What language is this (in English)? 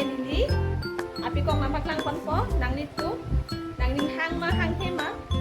Karbi